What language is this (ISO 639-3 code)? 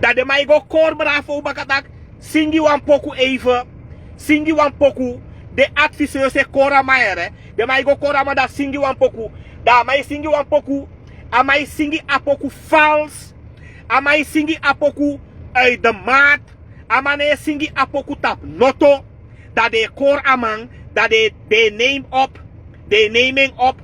srn